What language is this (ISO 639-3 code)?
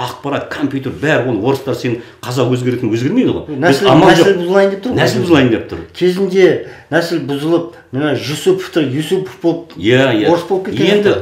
kaz